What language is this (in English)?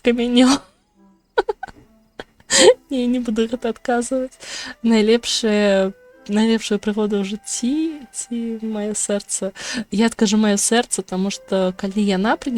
Belarusian